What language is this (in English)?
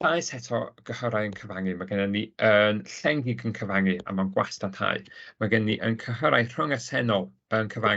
Welsh